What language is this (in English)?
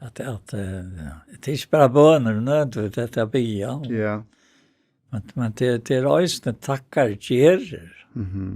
Faroese